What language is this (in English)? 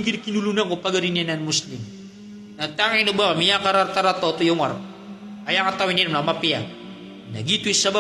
Maranao